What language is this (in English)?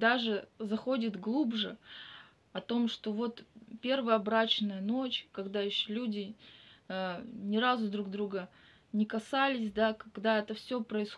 Russian